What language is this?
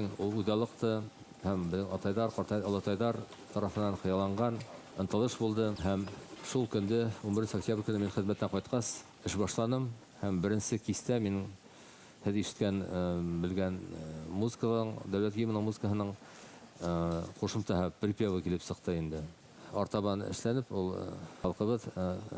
Bashkir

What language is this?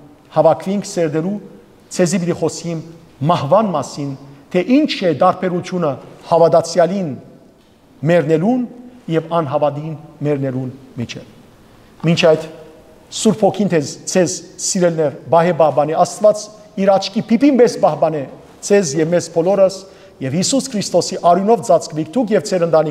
Western Armenian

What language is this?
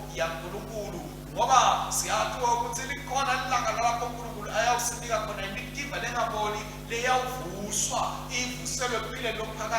Swati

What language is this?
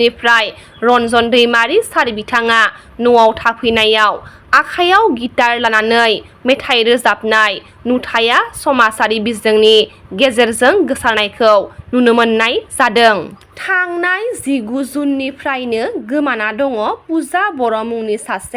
Bodo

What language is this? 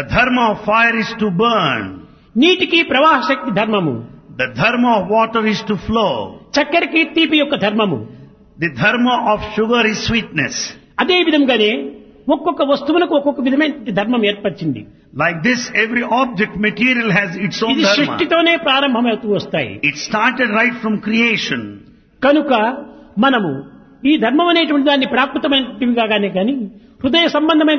Telugu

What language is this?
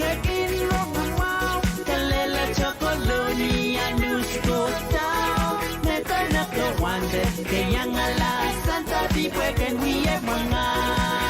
Pohnpeian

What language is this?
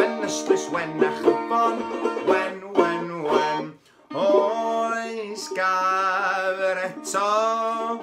Welsh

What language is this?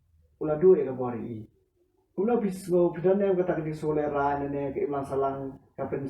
Khasi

